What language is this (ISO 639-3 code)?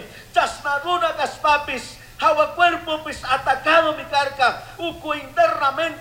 qug